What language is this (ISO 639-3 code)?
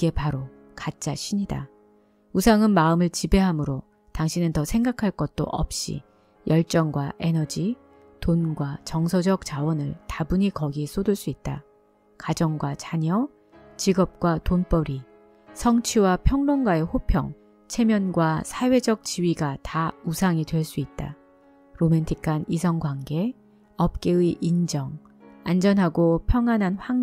kor